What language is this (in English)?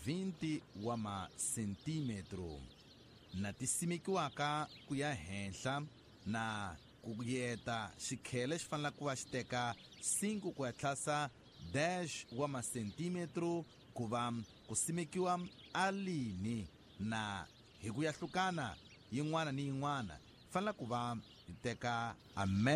Tsonga